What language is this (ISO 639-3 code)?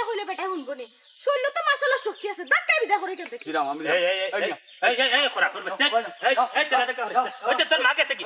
syl